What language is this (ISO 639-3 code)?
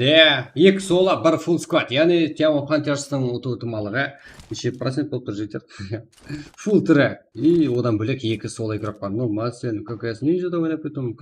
kaa